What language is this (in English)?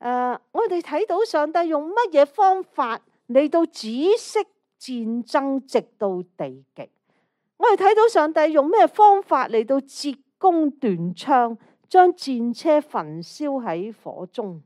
Cantonese